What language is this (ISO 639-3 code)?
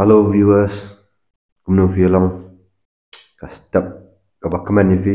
kha